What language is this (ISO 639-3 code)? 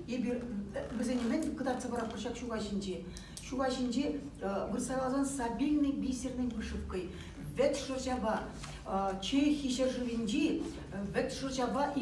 chv